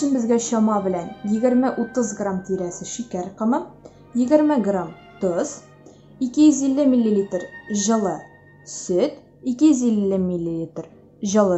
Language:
Tatar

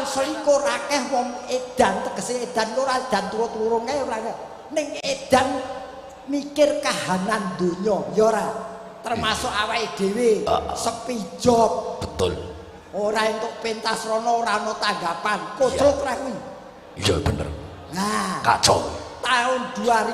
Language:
Javanese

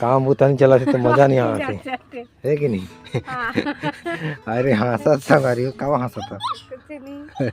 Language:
Chhattisgarhi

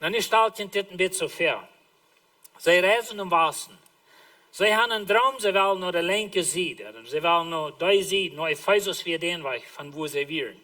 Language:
Plautdietsch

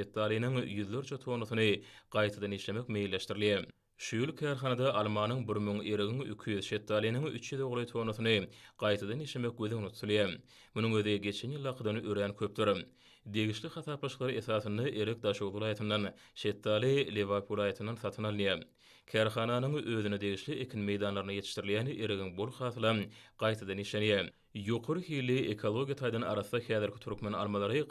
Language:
Turkmen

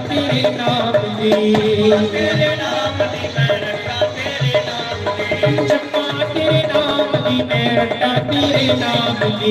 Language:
Dogri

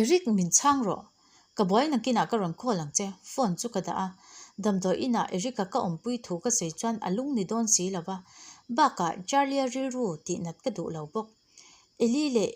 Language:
Mizo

